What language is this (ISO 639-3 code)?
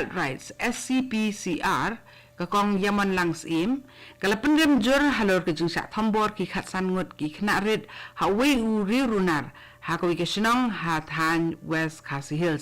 kha